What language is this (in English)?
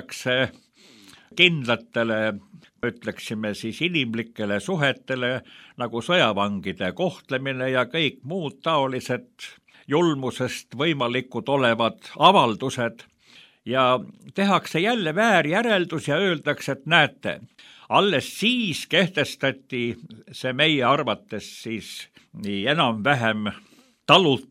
Estonian